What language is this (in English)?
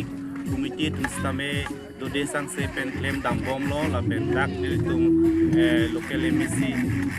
Karbi